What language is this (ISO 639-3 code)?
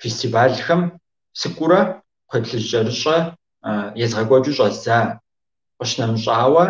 kbd